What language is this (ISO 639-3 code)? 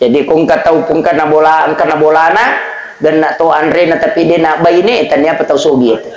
bug